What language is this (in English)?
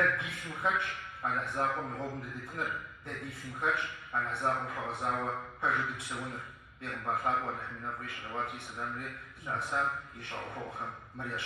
Kabardian